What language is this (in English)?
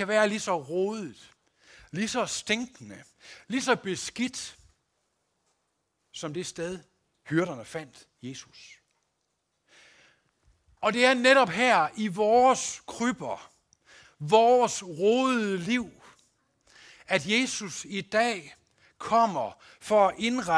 Danish